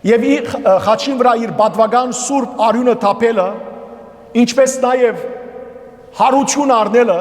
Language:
Western Armenian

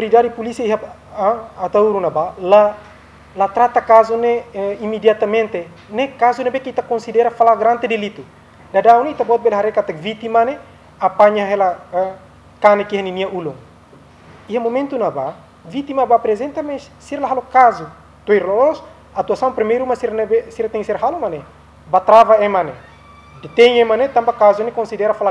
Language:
Tetum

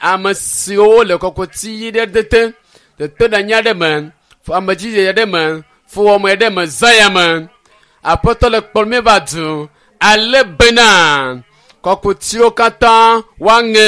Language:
Ewe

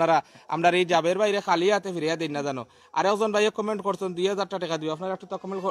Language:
Sylheti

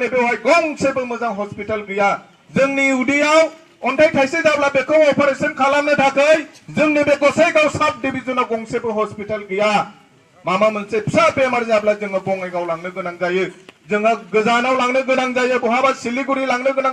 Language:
Bodo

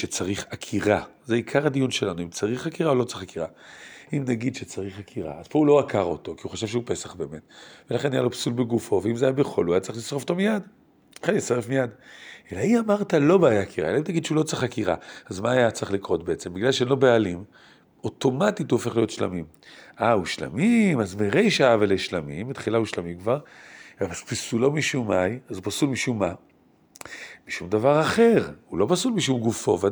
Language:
Hebrew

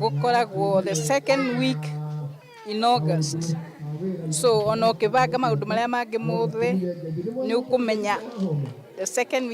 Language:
Kikuyu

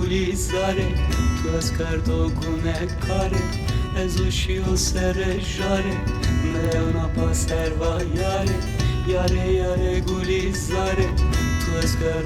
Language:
Zaza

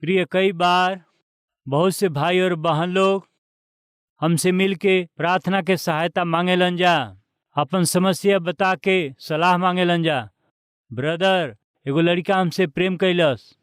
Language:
Bhojpuri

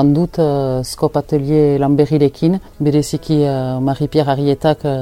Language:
Basque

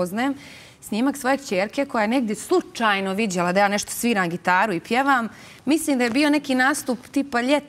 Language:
Bosnian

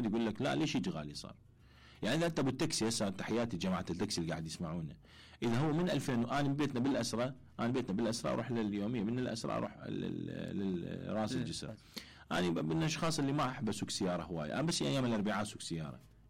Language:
Mesopotamian Arabic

